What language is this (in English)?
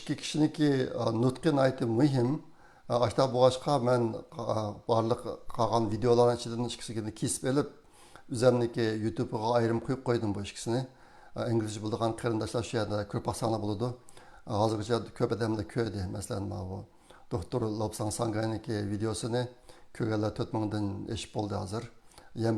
Uyghur